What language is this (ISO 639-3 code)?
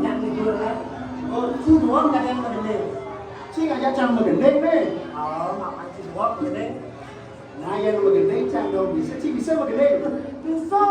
ban